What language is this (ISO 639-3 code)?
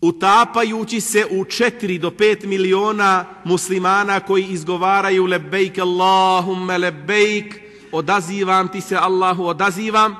bos